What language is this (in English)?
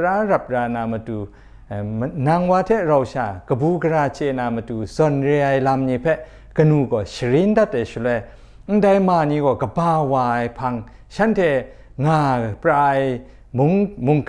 Kachin